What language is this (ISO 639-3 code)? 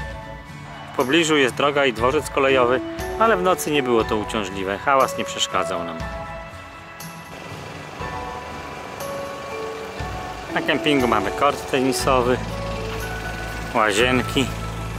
pol